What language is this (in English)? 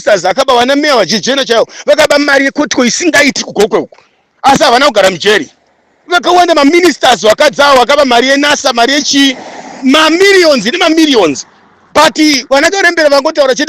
Shona